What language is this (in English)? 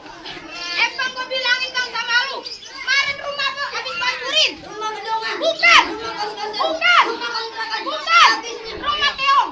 Betawi